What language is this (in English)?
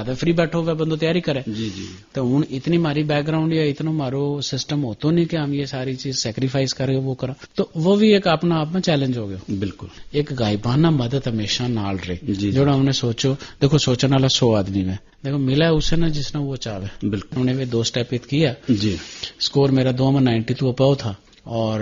Gujari